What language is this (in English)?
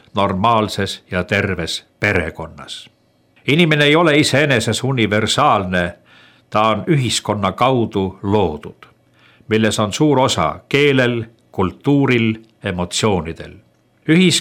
Estonian